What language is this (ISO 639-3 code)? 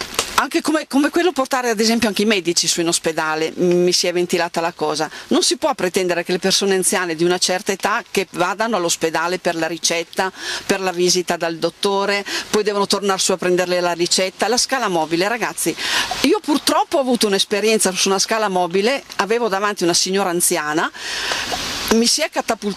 ita